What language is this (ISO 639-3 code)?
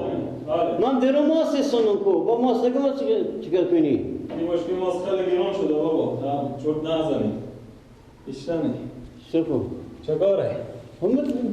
fas